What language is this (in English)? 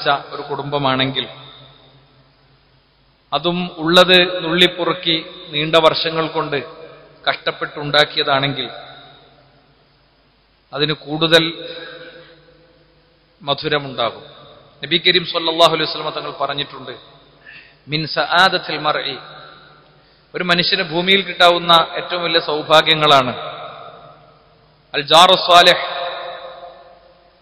Malayalam